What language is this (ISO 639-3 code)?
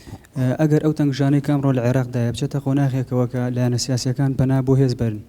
ckb